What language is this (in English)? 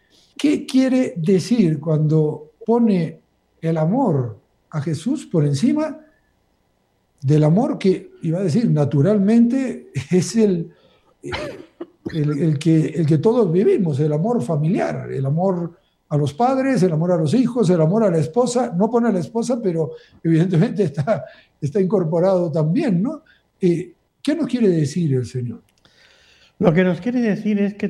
Spanish